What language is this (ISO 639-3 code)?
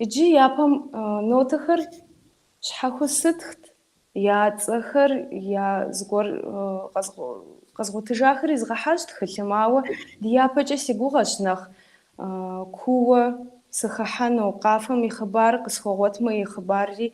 kbd